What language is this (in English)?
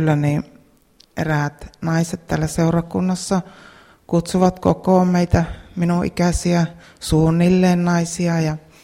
Finnish